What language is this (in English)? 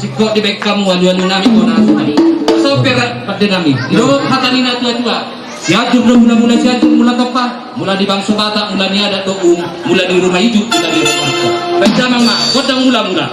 Batak Toba